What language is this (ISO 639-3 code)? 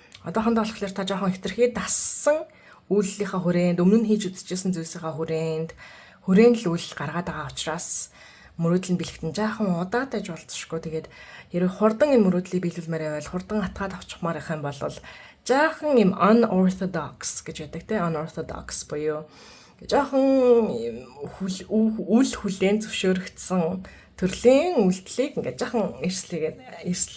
mon